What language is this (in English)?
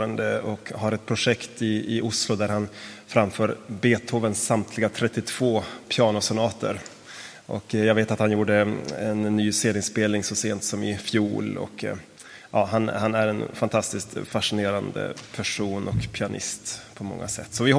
Swedish